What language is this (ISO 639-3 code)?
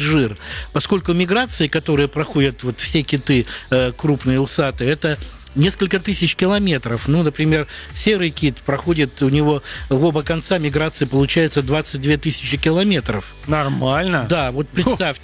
rus